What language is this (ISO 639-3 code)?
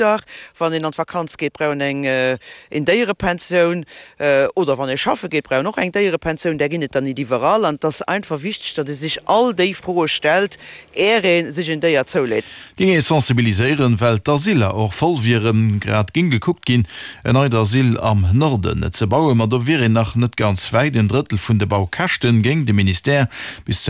ltz